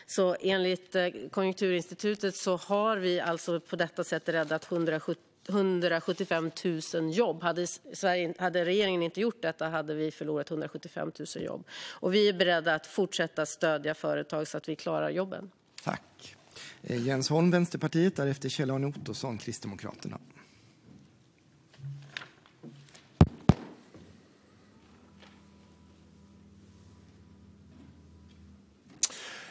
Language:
Swedish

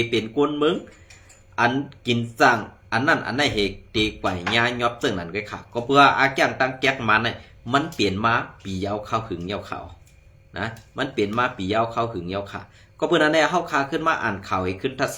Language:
Shan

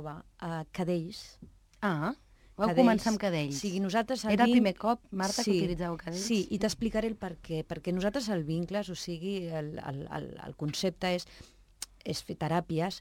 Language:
Catalan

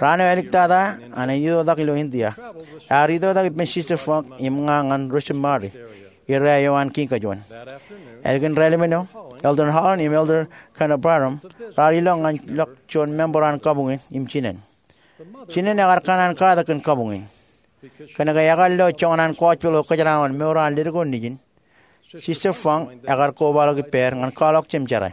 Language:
Marshallese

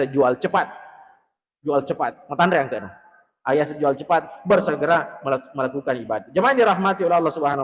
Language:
Buginese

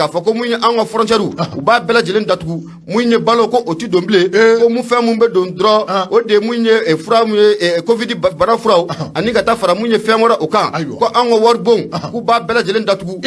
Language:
Bambara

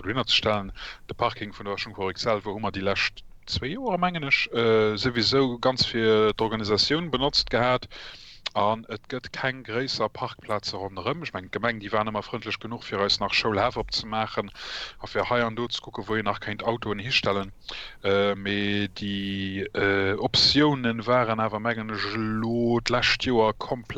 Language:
Luxembourgish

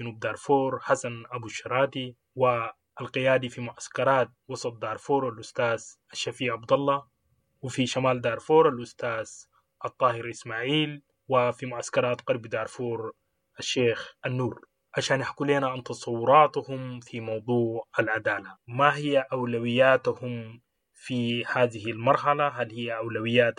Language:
Sudanese Arabic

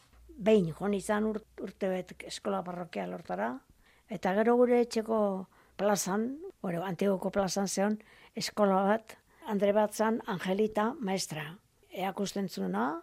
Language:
Basque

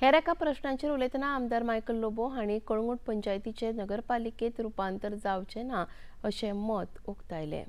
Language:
Konkani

